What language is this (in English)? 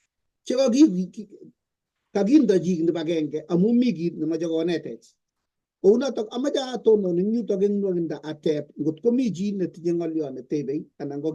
Kalenjin